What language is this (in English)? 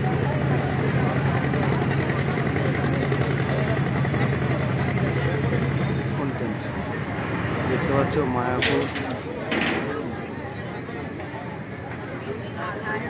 Bangla